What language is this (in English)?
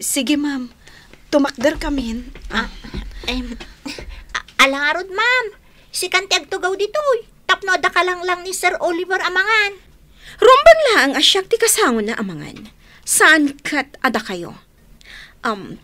Iloko